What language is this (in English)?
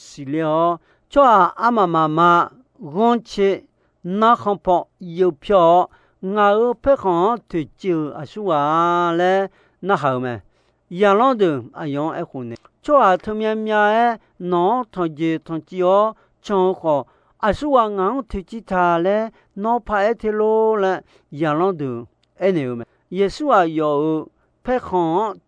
Akha